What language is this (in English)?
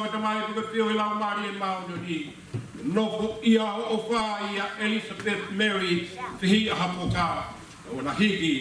Tongan